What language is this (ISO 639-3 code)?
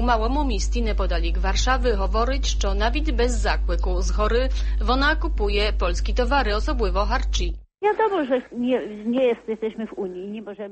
ukr